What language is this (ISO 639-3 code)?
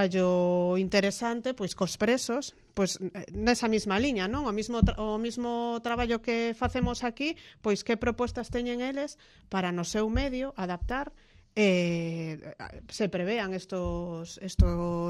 glg